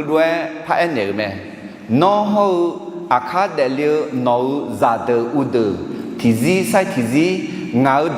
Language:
Akha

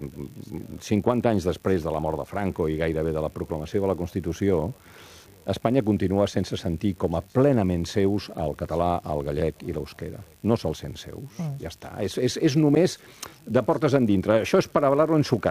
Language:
Catalan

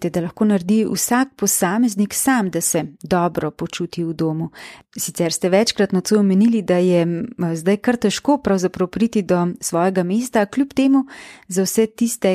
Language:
Slovenian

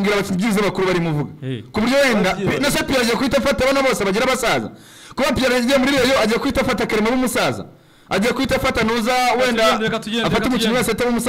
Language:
Kinyarwanda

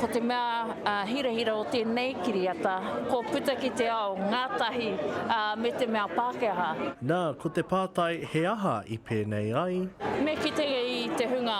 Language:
Māori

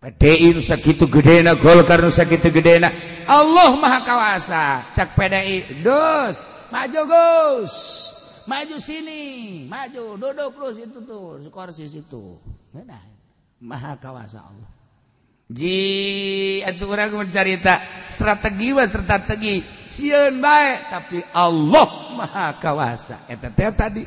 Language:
Sundanese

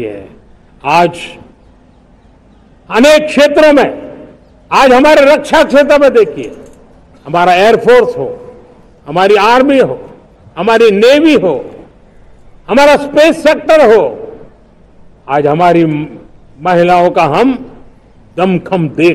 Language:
Hindi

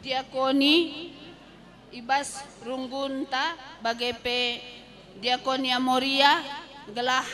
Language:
Batak Karo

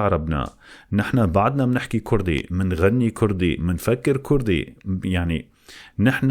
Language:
North Levantine Arabic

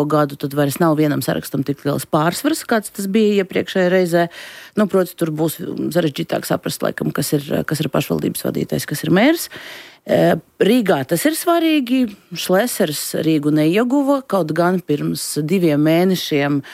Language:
Latvian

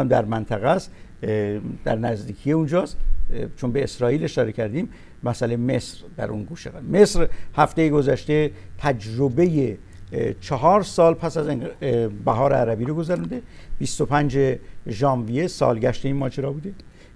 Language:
Persian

